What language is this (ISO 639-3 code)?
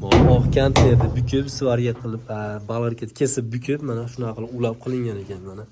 uzb